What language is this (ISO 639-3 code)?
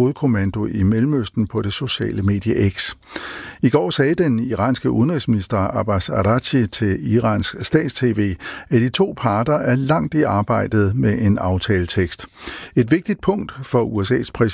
dan